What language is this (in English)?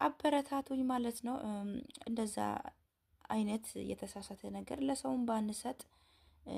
Amharic